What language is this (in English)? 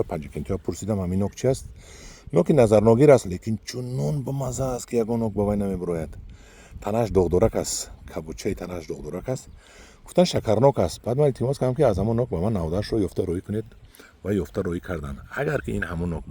Tajik